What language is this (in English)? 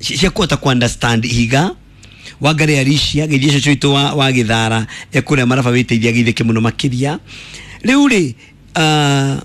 Kikuyu